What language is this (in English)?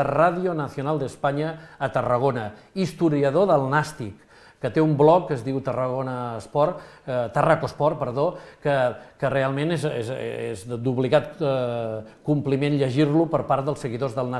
Catalan